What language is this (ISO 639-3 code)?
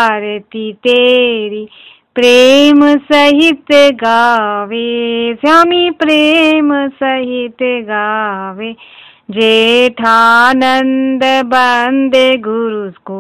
san